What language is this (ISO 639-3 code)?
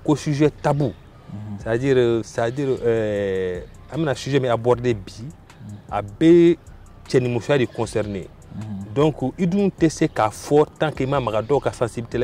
bam